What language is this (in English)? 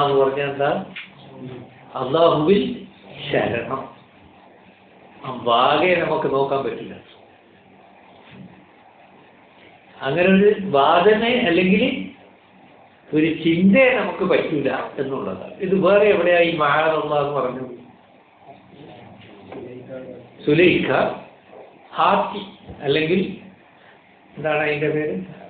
Malayalam